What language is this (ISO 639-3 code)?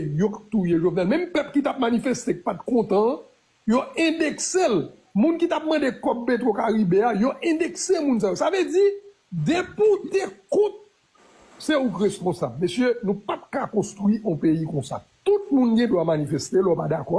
hat